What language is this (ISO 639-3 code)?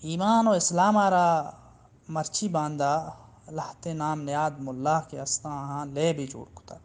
bal